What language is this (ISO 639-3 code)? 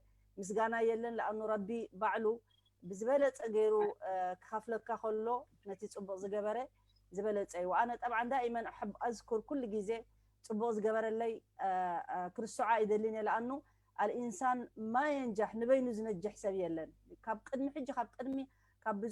tir